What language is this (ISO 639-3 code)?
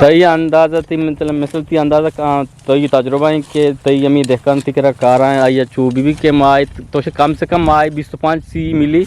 bgp